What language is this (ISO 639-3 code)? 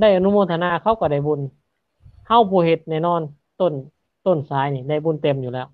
lao